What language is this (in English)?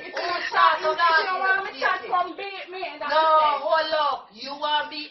Jamaican Creole English